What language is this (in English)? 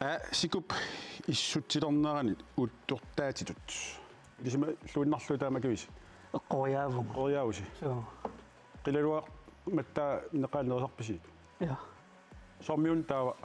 Kalaallisut